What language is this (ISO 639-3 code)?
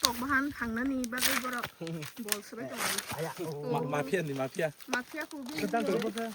trp